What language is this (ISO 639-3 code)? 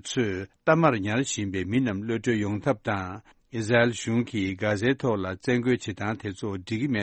bod